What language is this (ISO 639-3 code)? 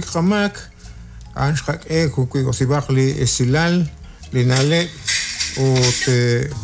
kek